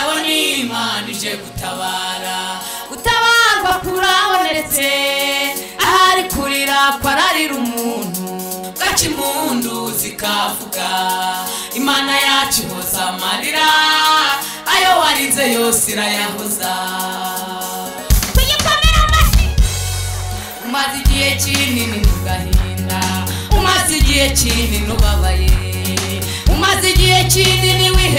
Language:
Kinyarwanda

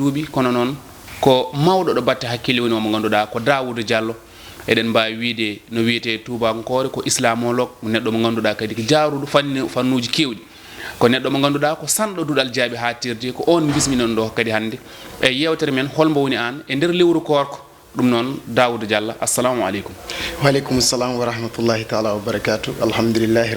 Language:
Fula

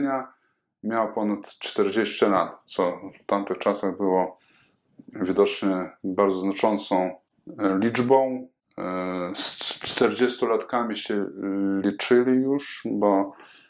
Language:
Polish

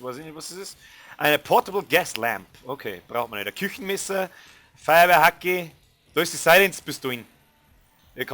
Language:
Bavarian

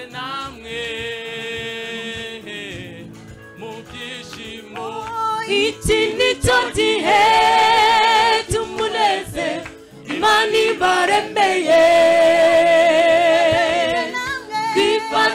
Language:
Kinyarwanda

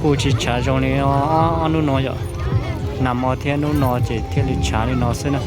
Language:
Hmong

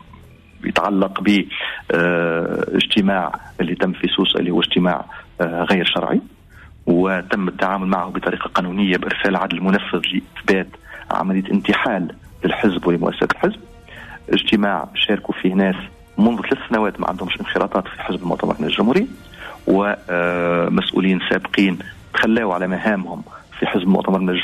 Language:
Tunisian Arabic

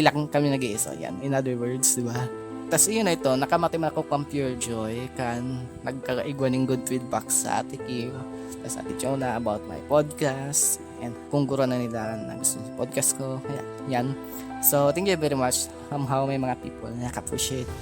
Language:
Bikol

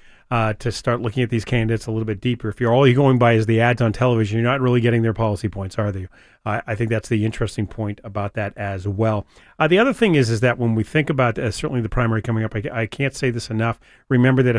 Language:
English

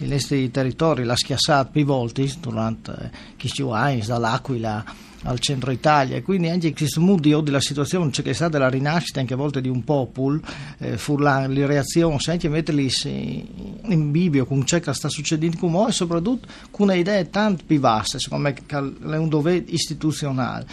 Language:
Friulian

